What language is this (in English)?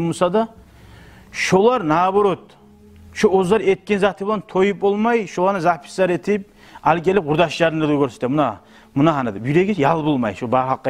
Kumyk